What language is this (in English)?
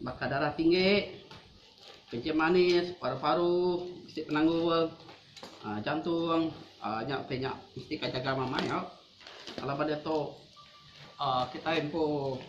Iban